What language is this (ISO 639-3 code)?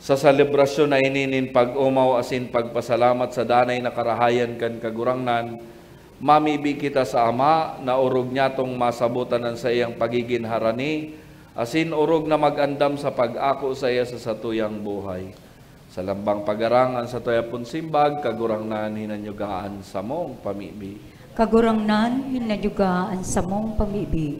bik